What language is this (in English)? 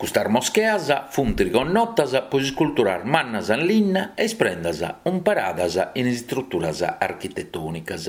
Sardinian